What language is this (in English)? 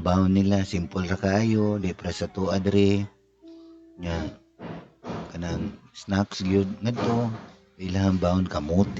Cebuano